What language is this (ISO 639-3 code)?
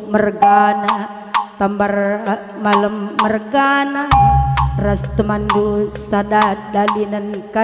btx